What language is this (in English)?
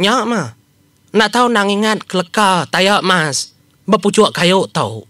Iban